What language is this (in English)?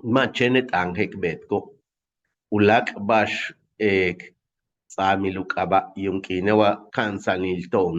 Yucateco